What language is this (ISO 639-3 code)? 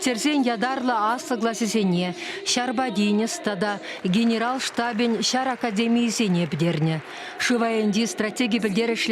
chv